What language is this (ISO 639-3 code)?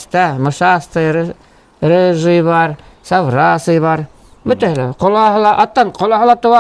bak